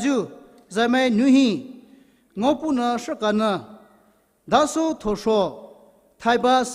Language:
Poumei Naga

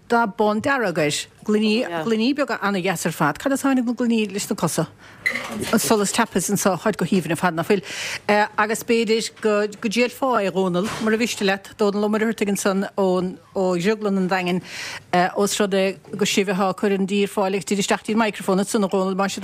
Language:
Irish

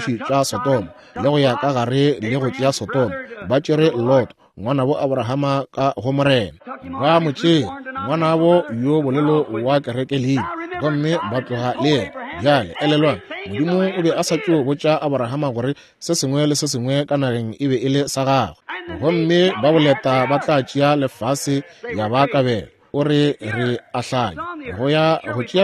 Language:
Northern Sotho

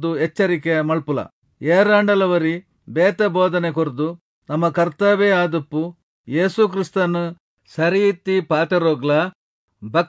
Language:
Tulu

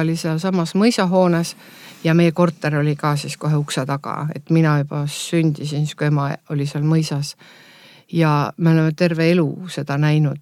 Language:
Estonian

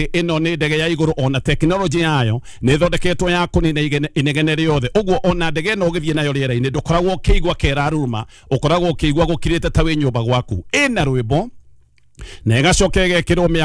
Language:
Kikuyu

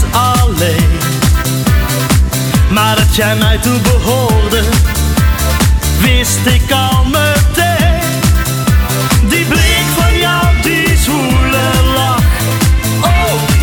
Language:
Dutch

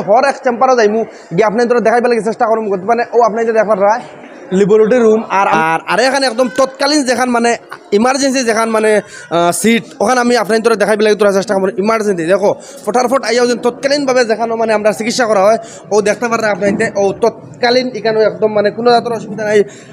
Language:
Sylheti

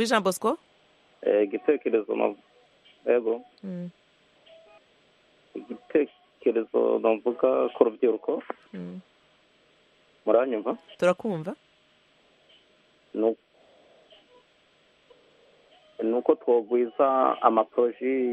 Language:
Kinyarwanda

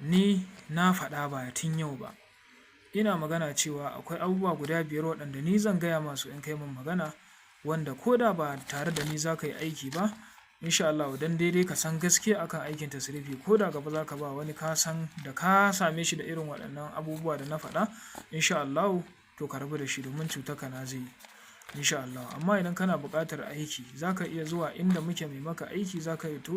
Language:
Hausa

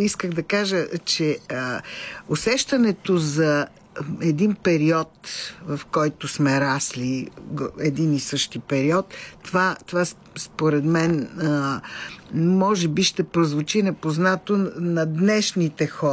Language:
Bulgarian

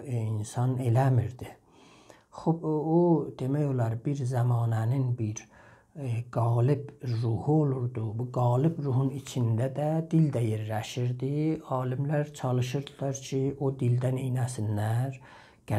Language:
South Azerbaijani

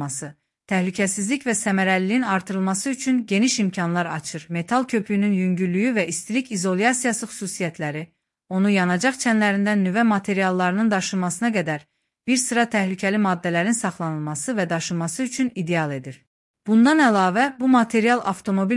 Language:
Azerbaijani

